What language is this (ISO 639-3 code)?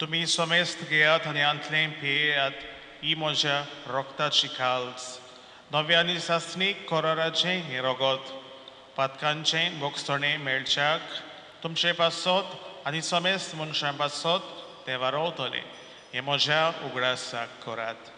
kok